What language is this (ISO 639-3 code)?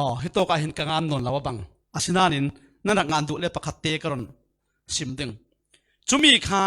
cfm